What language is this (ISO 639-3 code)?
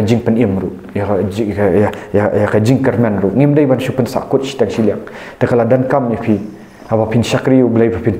kha